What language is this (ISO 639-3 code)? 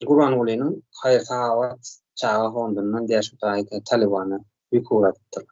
tuk